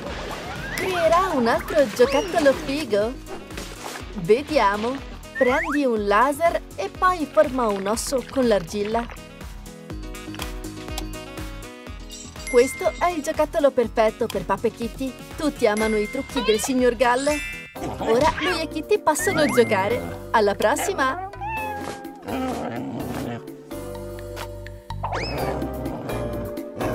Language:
Italian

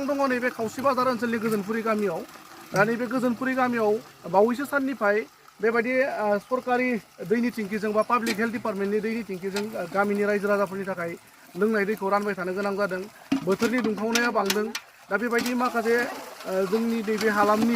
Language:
Bodo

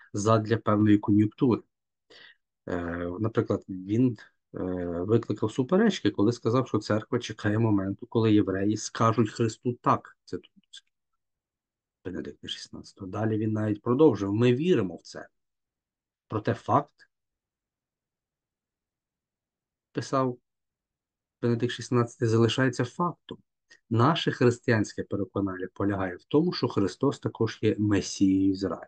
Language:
Ukrainian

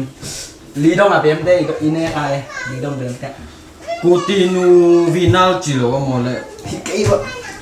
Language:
Tedim Chin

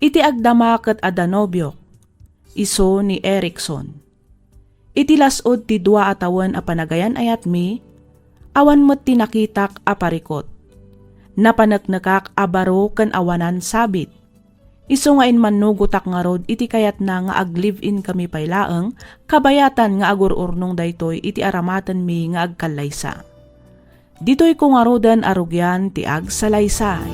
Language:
Iloko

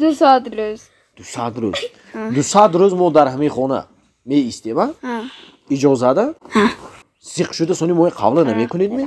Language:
Tajik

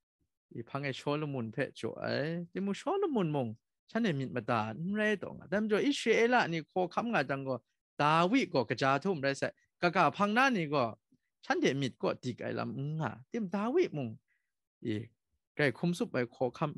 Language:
Kachin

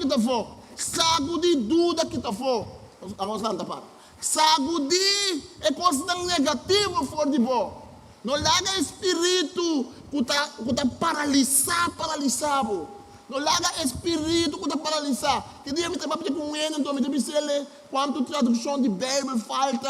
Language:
Papiamento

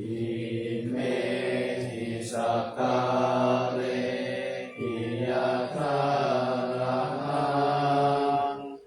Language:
Pali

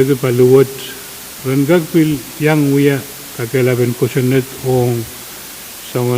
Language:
Pohnpeian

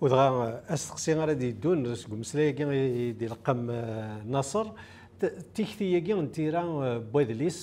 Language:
Kabyle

